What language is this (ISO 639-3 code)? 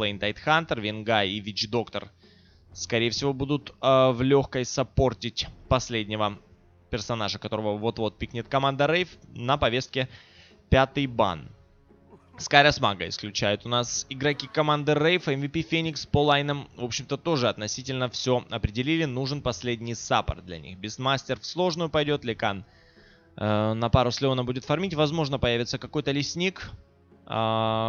rus